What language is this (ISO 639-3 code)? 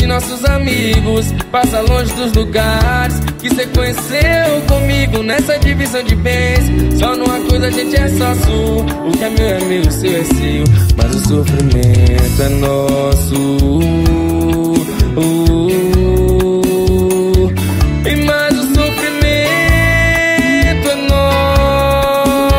por